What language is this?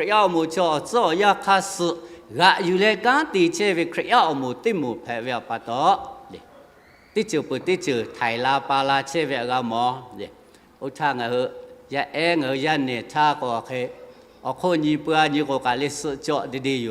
Lahu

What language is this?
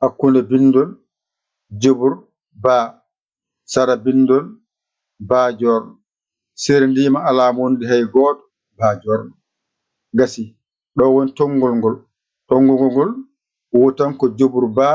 Fula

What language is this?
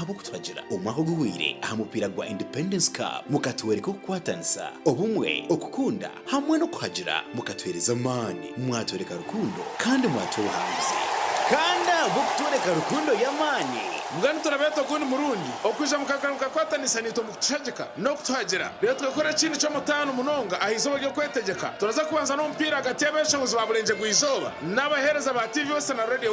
Nyankole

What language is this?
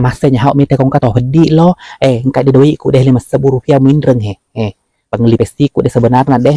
Buginese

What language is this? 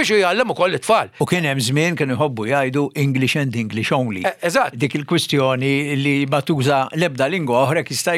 Maltese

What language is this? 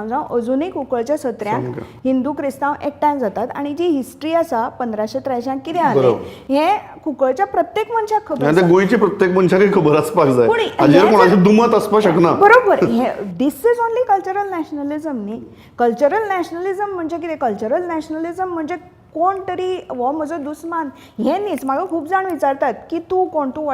Konkani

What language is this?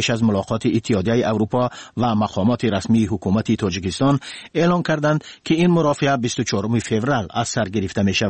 Tajik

